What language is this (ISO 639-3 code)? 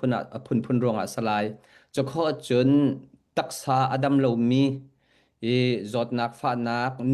cnh